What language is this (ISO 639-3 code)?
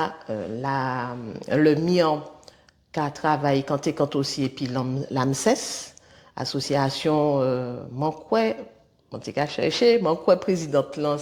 gcf